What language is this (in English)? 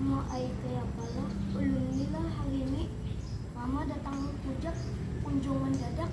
Banjar